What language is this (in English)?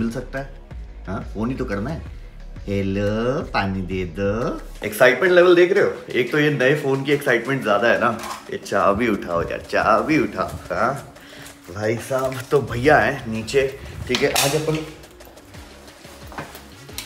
Hindi